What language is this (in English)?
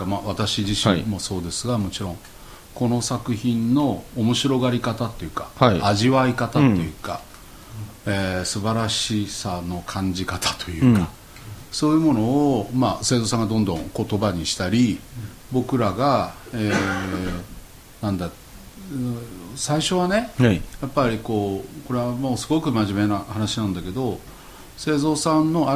Japanese